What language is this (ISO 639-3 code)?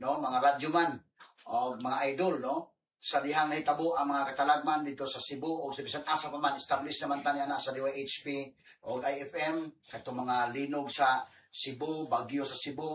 ceb